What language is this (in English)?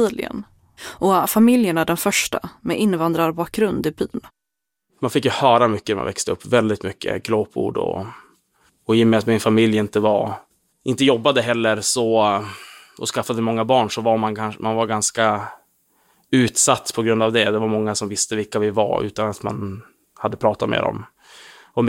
Swedish